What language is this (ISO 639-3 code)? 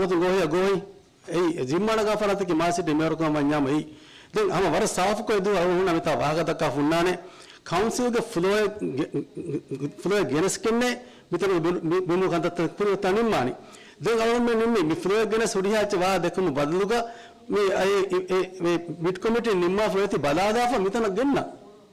div